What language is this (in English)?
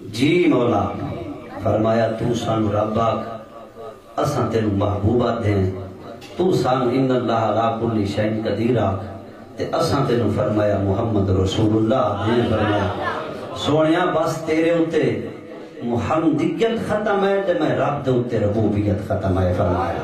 Saraiki